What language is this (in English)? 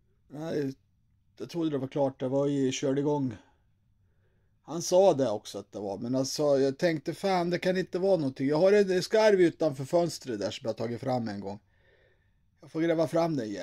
Swedish